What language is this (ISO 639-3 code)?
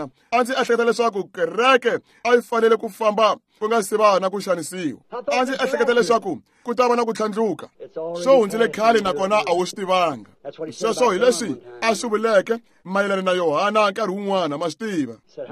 tso